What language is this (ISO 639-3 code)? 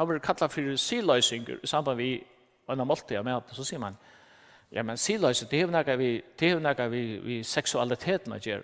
fao